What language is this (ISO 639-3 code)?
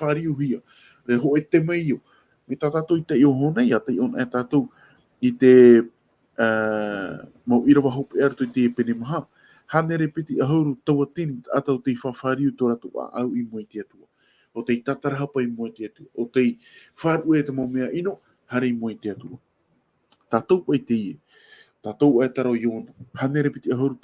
tah